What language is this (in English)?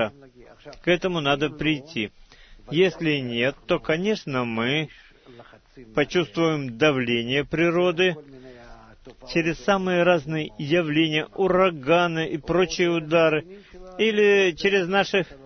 Russian